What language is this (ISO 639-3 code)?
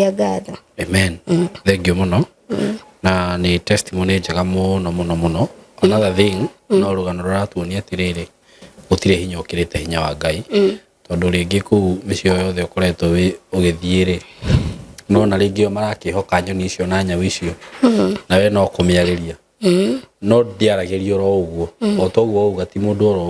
kik